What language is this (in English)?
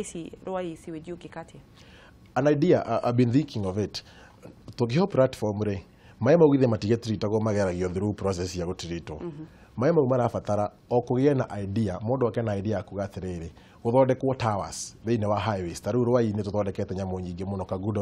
Kikuyu